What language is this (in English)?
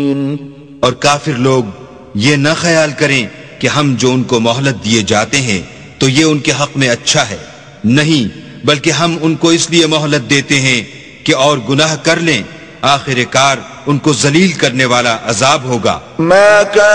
Urdu